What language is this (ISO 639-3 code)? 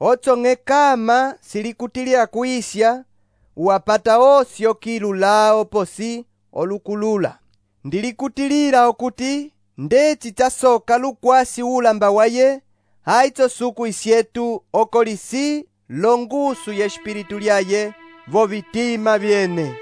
umb